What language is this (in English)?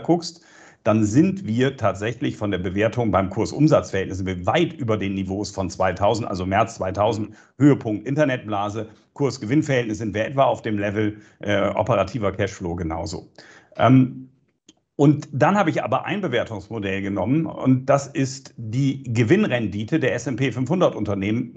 German